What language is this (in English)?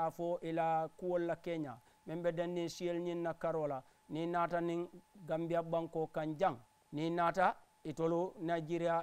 Mandingo